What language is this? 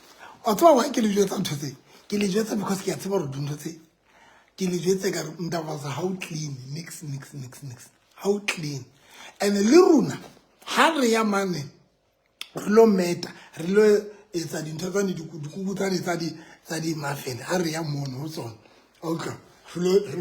Southern Sotho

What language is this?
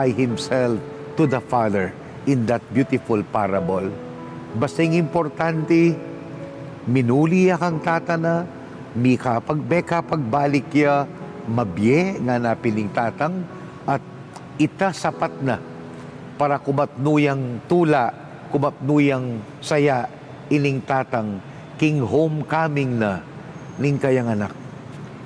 Pampanga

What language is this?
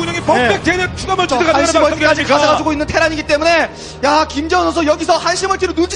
Korean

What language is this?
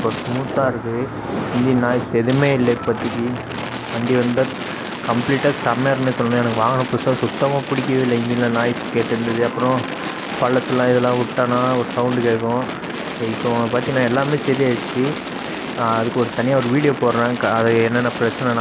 Tamil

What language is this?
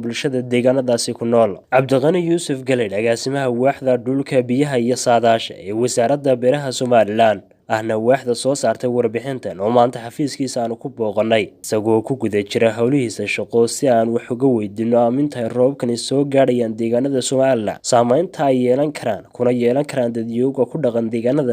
Somali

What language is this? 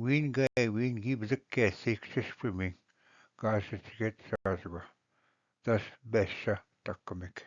Ojibwa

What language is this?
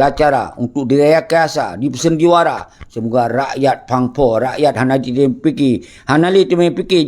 Achinese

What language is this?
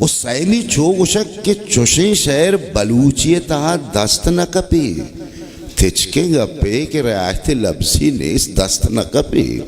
Baluchi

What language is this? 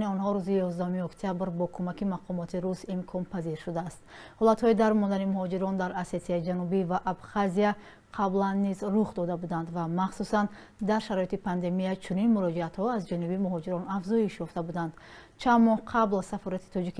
Tajik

